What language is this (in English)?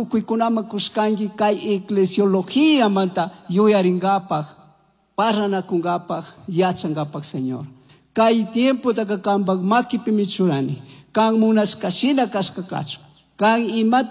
Chimborazo Highland Quichua